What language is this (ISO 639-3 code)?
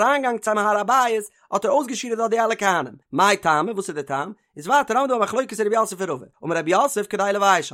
yid